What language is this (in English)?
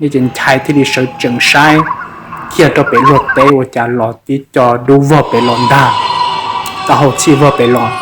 Hmong